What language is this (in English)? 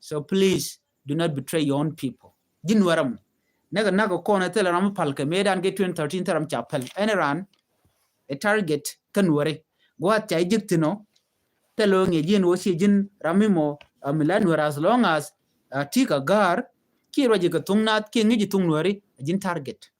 Nuer